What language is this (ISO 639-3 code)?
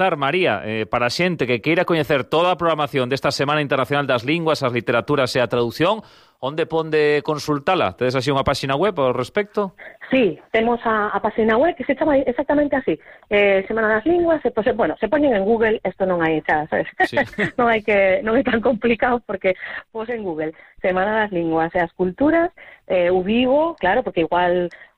glg